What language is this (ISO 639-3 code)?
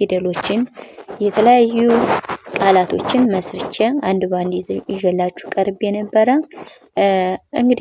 amh